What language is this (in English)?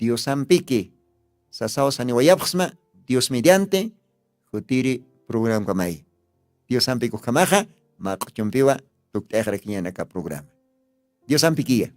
Aymara